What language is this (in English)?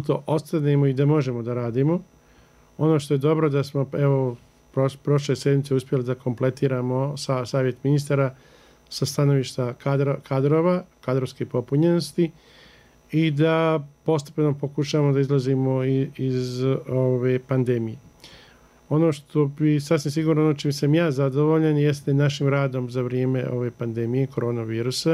Bosnian